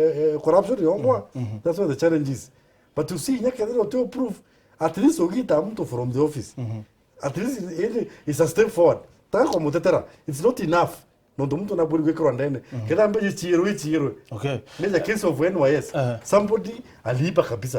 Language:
Meru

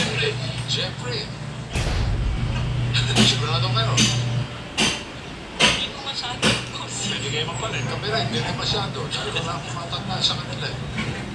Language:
Filipino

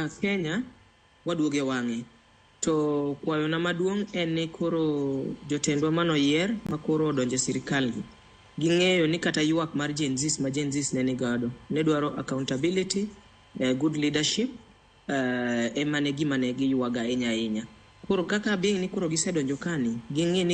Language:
Luo (Kenya and Tanzania)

